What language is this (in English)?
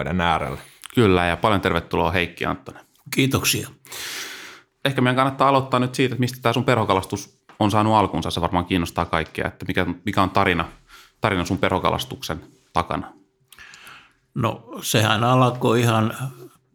Finnish